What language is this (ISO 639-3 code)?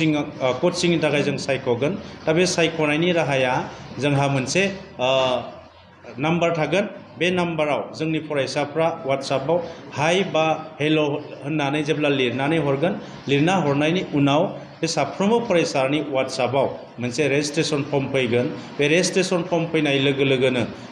brx